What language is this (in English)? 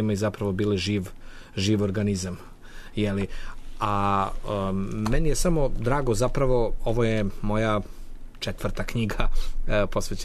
Serbian